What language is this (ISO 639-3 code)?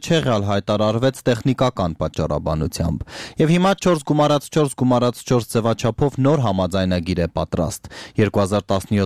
hye